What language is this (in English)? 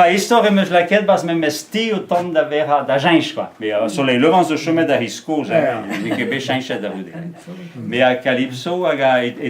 Breton